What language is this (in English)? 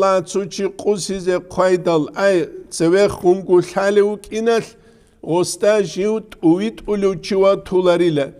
Avaric